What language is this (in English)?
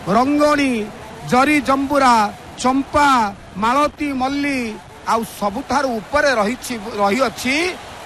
Odia